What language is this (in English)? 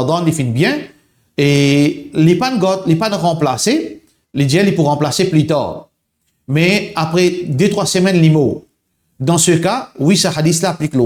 Morisyen